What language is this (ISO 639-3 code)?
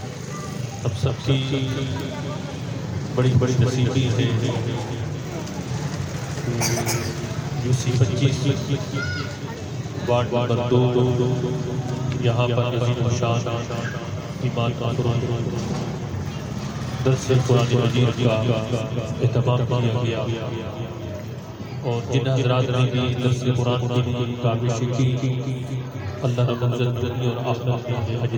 urd